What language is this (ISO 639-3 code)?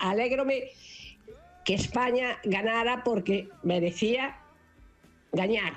glg